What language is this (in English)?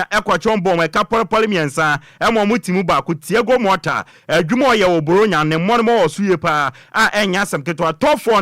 Akan